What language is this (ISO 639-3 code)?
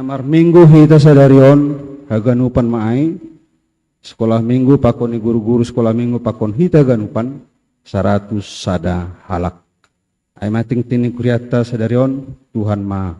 bts